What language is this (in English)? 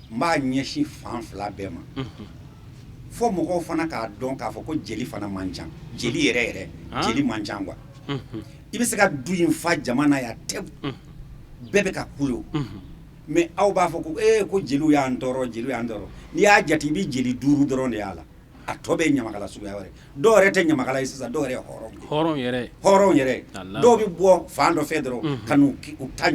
Bambara